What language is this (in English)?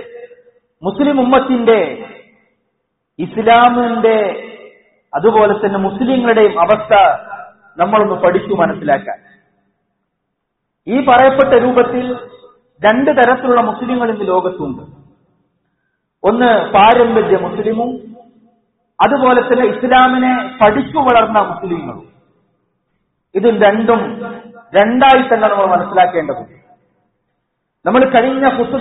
Malayalam